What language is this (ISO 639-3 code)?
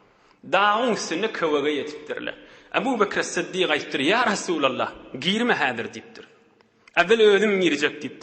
tuk